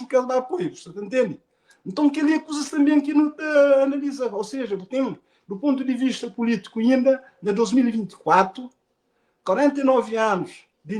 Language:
Kabuverdianu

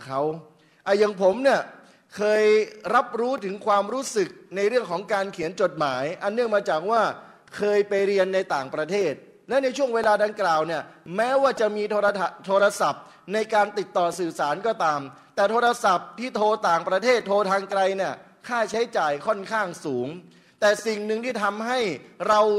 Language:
Thai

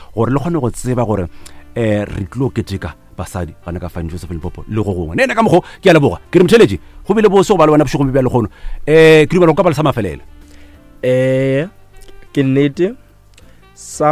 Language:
Northern Sotho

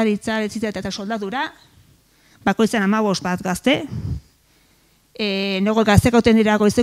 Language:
Basque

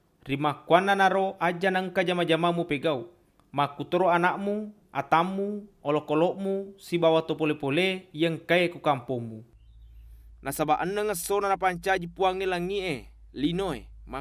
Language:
Buginese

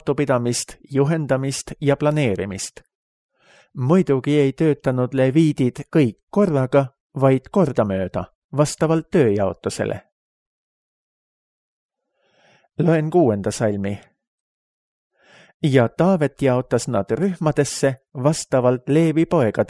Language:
Estonian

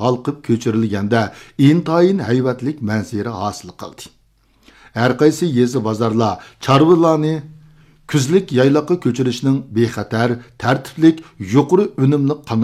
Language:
Uyghur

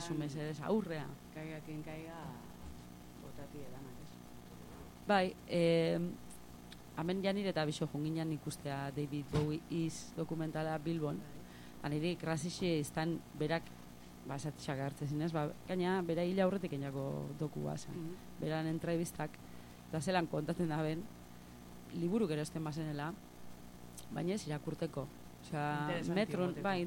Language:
Basque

